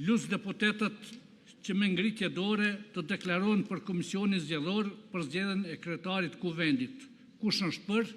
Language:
Albanian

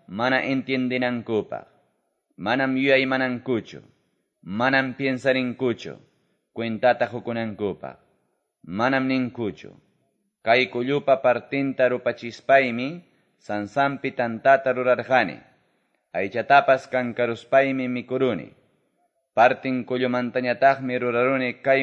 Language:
Quechua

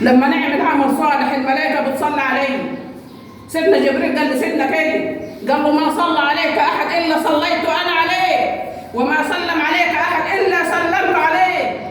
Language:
Egyptian Arabic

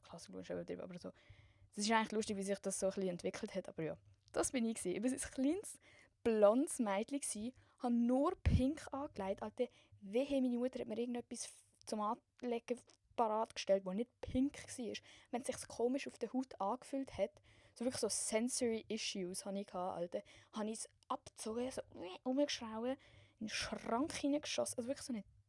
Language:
Swiss German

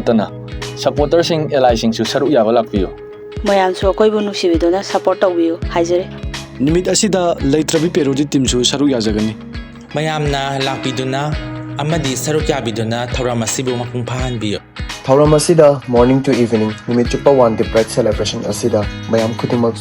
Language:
Manipuri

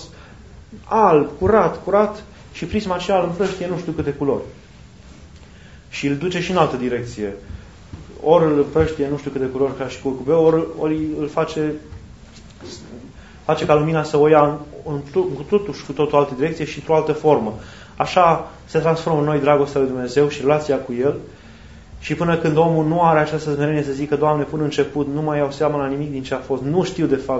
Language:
Romanian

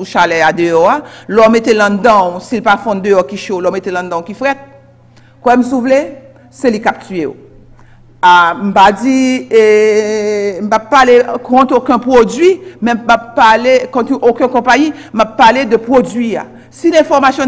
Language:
Haitian Creole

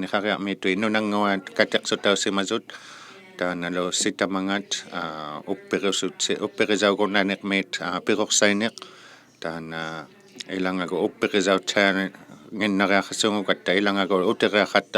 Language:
Inuktitut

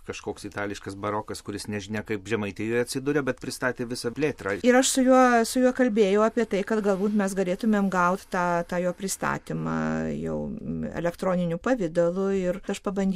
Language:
Lithuanian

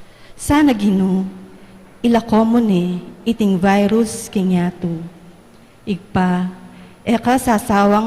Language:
Pampanga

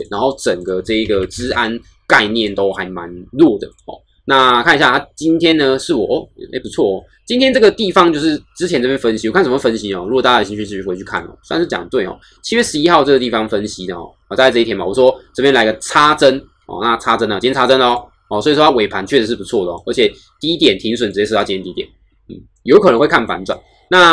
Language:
Chinese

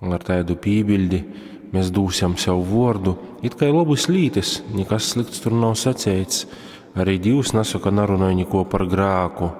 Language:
Latgalian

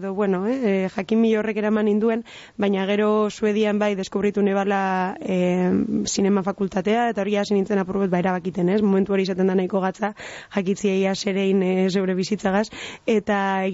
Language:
Basque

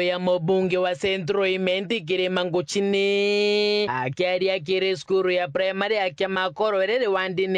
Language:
Meru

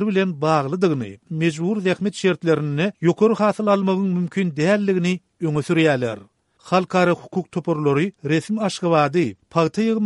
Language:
Turkmen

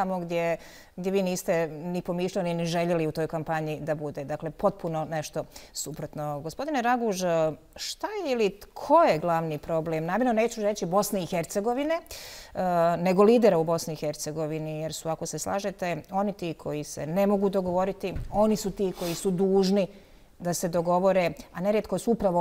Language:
Bosnian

